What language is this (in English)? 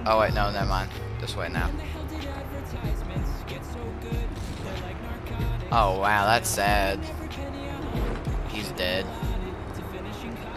English